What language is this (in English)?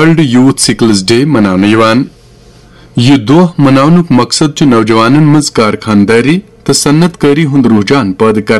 Kashmiri